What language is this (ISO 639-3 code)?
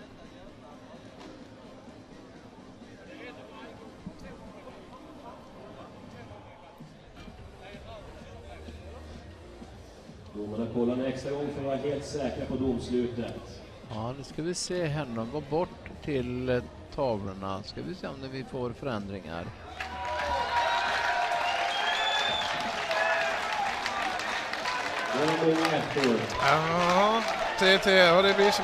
swe